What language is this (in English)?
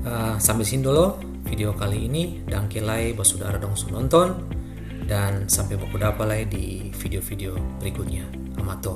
Ambonese Malay